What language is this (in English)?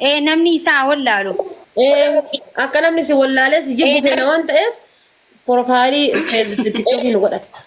Oromo